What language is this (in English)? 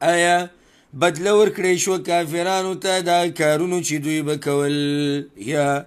Pashto